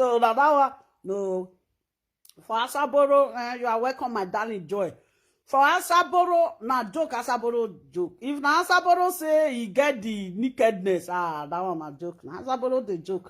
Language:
Nigerian Pidgin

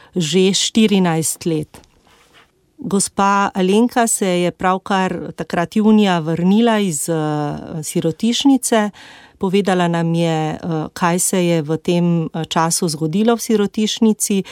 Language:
Slovenian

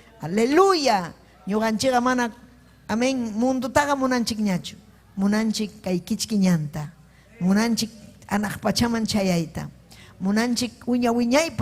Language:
Ayacucho Quechua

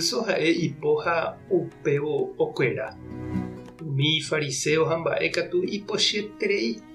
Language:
Guarani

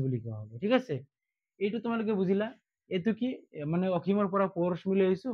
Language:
Assamese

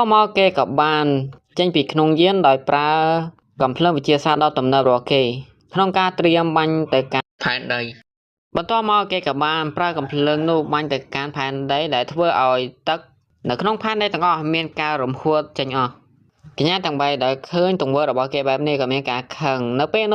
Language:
Khmer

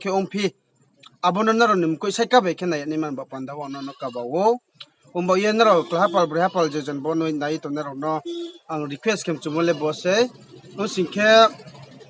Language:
Riang (India)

